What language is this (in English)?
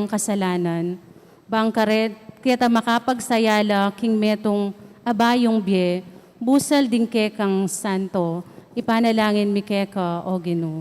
Pampanga